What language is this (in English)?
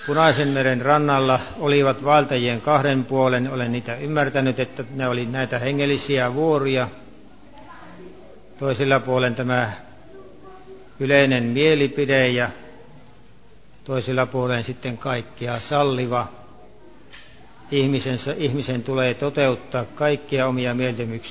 Finnish